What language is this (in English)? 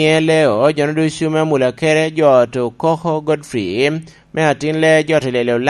Lango (Uganda)